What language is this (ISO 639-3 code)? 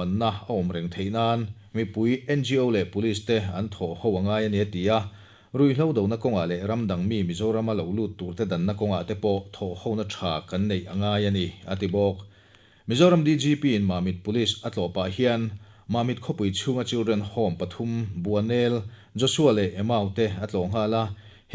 lus